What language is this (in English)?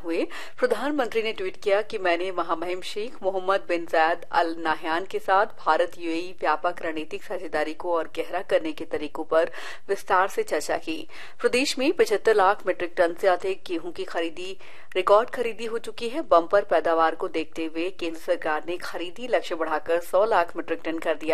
Hindi